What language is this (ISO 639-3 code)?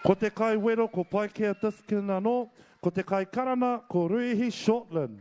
mri